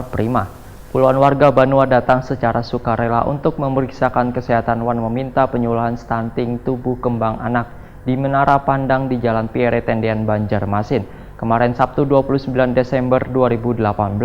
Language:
Banjar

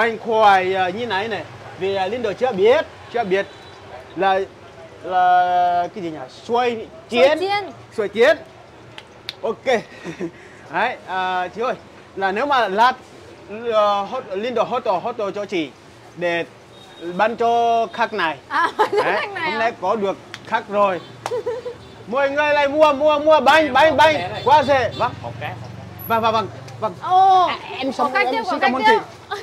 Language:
Vietnamese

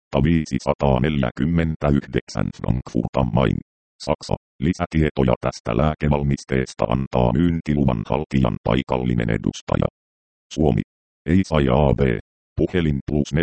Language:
Finnish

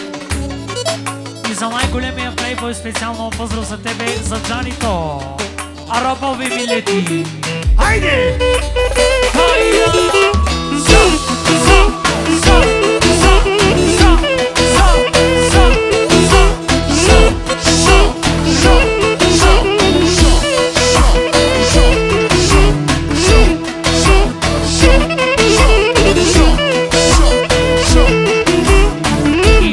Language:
Bulgarian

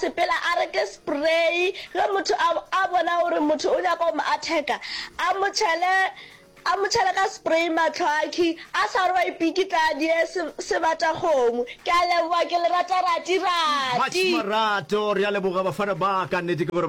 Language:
Northern Sotho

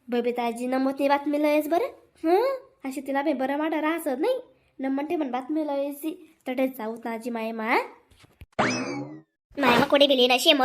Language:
Khandesi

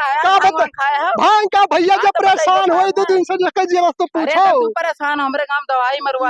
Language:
Awadhi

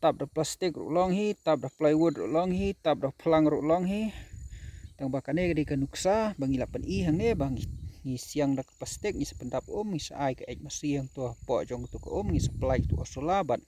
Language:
Khasi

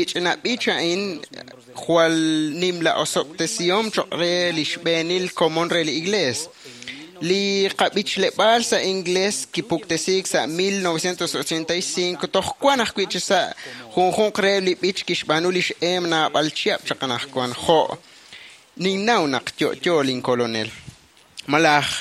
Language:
Kekchí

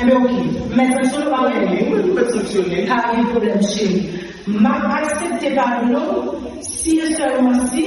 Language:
Haitian Creole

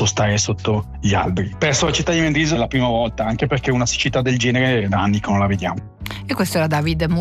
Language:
Italian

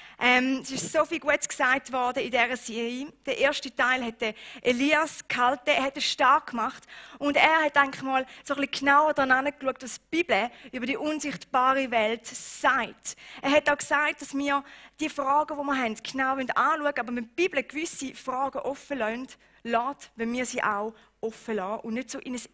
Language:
Swiss German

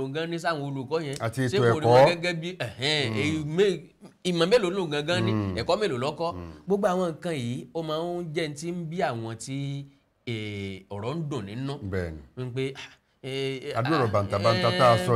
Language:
Yoruba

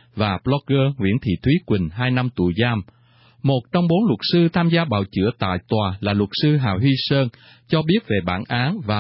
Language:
Vietnamese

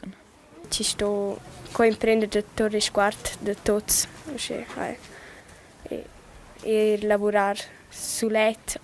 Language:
Romansh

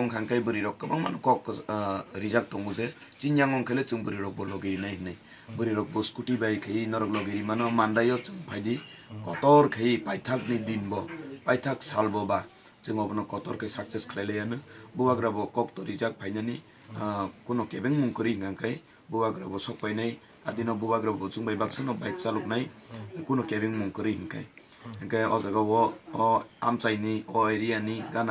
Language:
Kok Borok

